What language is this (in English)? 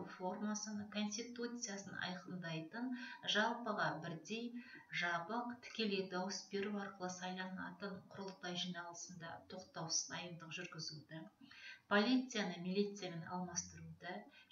Kazakh